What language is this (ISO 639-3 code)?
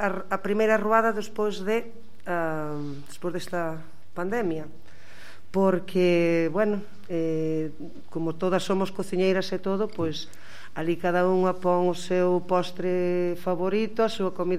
glg